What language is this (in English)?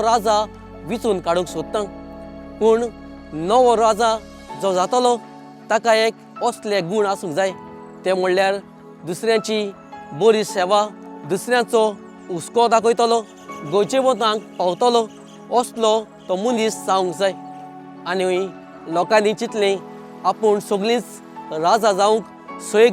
Konkani